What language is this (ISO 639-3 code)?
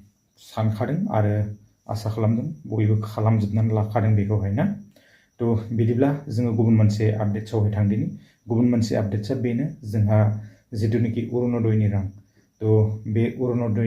brx